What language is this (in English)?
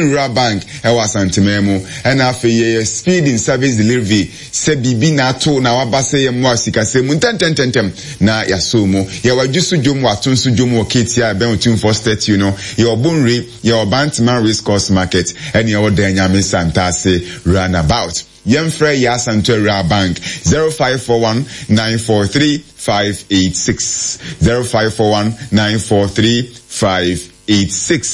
Akan